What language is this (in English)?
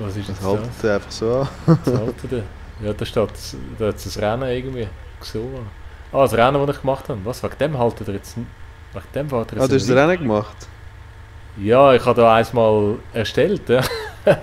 Swiss German